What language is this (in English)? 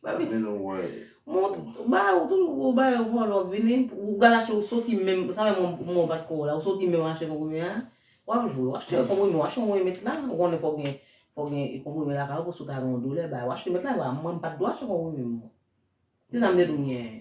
Haitian Creole